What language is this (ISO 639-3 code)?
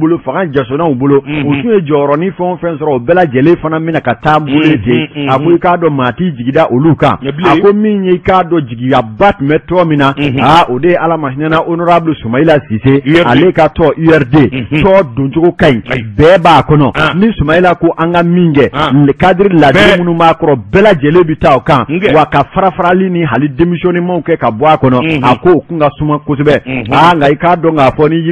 bam